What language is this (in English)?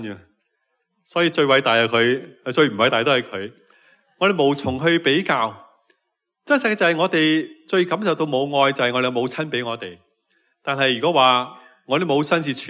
Cantonese